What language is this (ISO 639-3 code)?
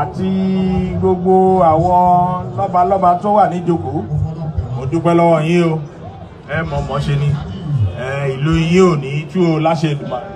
yor